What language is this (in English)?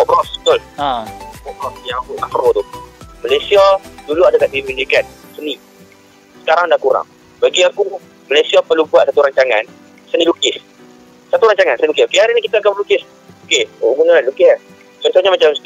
Malay